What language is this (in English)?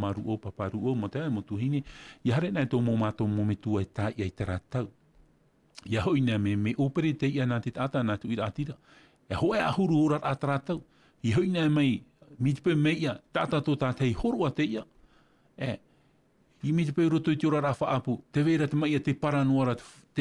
Tahitian